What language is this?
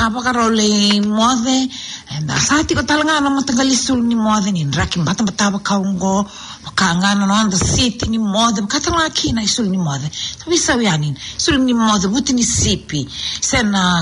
Fijian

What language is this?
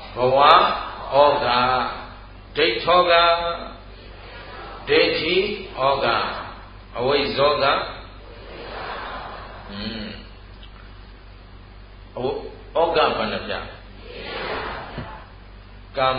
Burmese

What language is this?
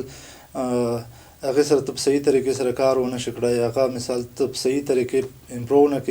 Pashto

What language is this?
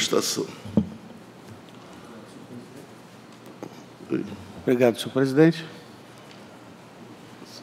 Portuguese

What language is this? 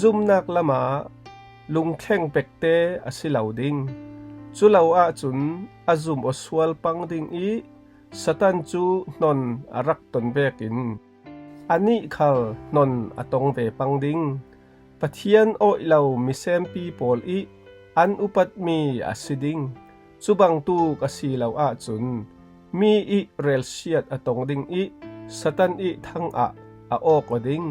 Falam Chin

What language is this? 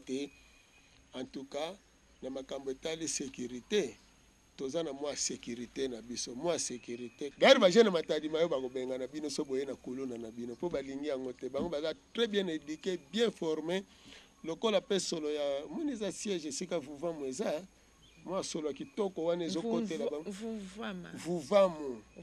Lingala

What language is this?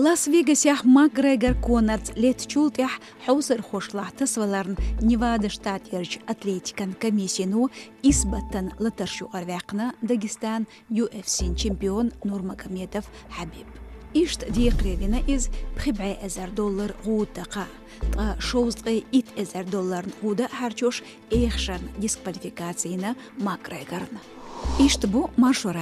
Chechen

